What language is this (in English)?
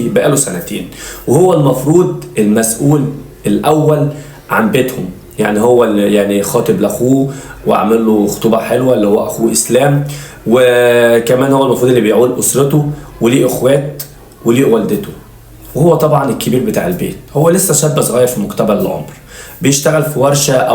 Egyptian Arabic